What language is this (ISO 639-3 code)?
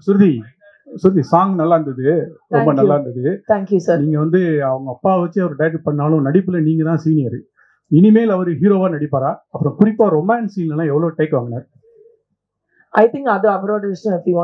tam